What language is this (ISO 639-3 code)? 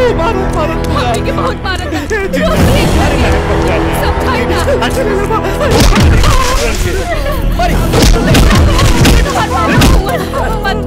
bho